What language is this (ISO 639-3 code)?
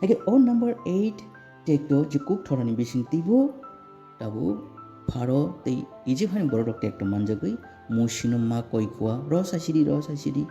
trp